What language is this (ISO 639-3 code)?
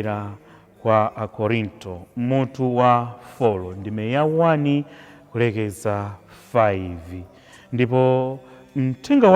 nya